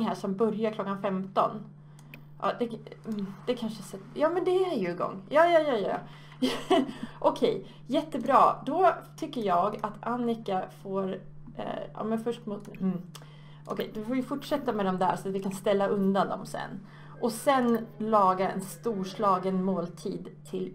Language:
Swedish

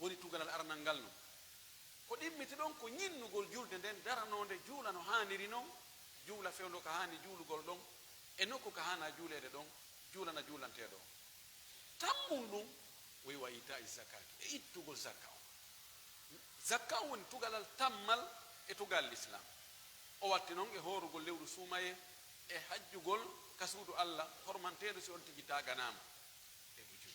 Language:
Pular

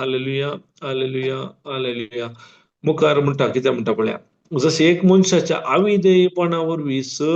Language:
Konkani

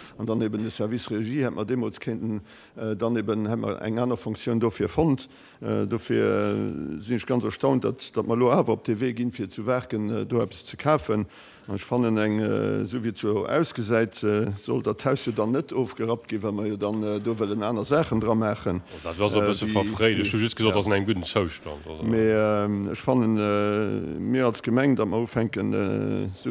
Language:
Luxembourgish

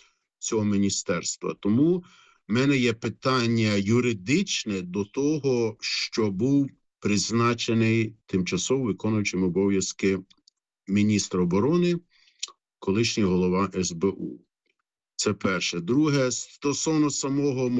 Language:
Ukrainian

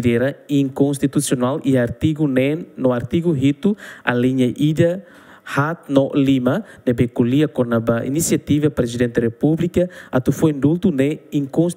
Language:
Tetum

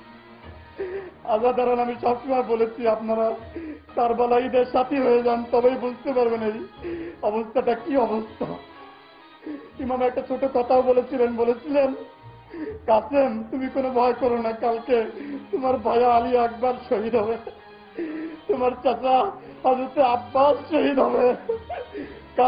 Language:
Bangla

